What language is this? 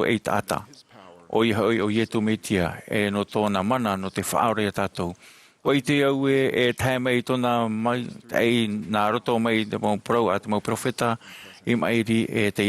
Tahitian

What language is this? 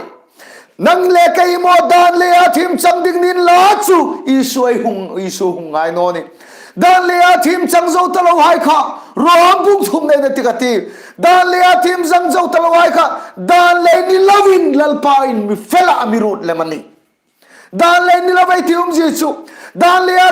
Hmar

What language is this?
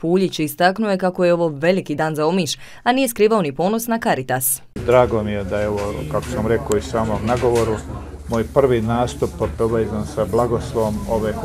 Croatian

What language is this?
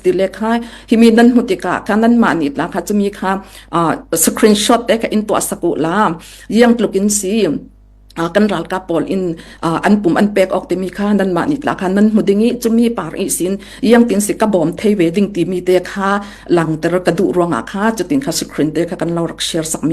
Falam Chin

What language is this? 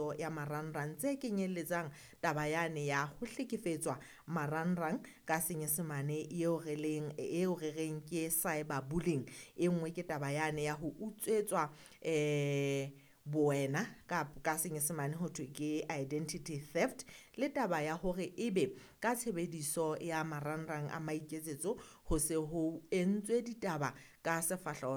Southern Sotho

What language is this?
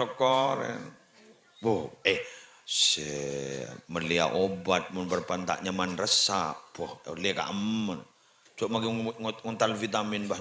Madurese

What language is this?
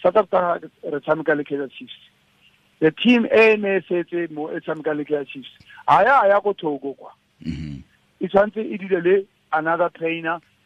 Tswana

